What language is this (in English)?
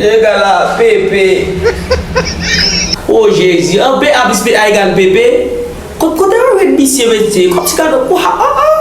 Haitian Creole